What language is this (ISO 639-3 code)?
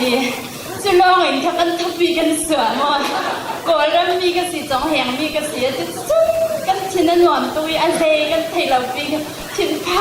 cfm